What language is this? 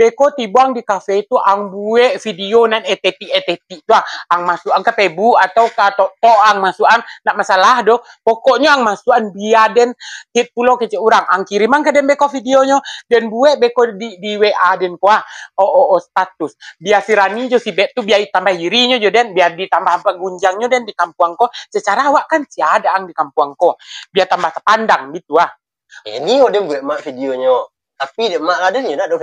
Minangkabau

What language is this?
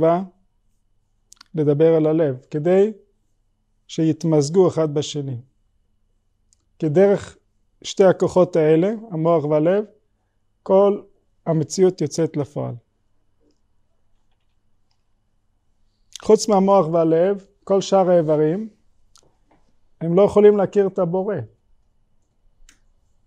Hebrew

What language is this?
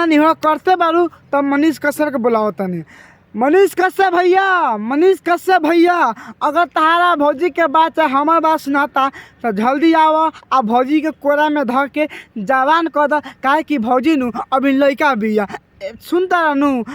Bhojpuri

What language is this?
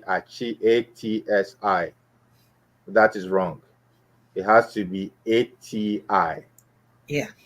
Ewe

